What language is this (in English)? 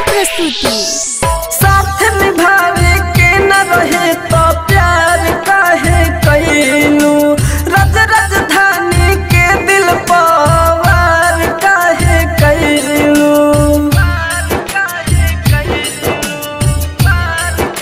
Bhojpuri